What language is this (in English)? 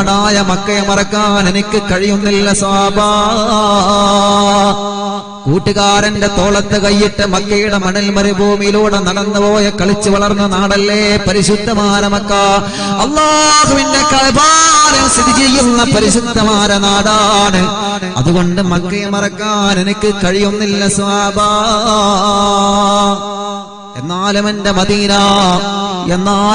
Malayalam